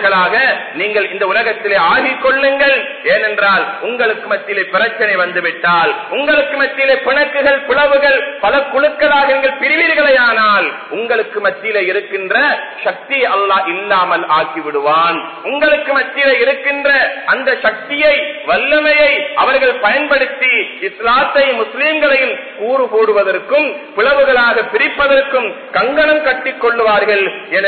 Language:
Tamil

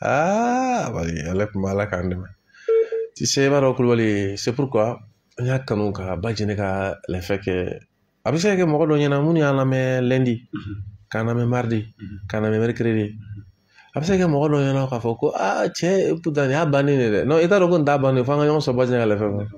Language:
Bambara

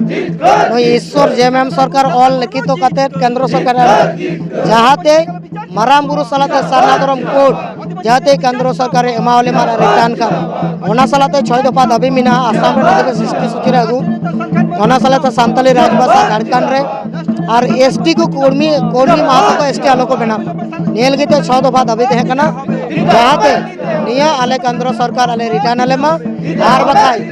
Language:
Santali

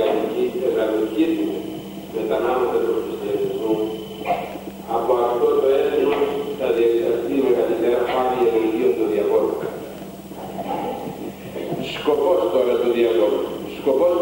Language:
Greek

